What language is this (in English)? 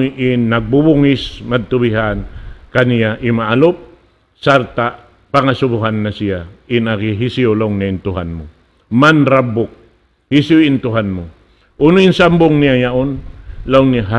Tausug